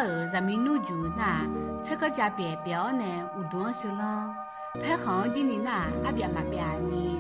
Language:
Akha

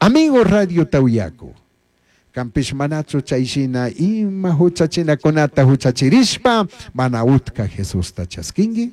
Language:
Chimborazo Highland Quichua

